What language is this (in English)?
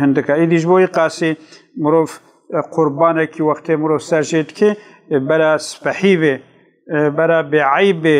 Kurdish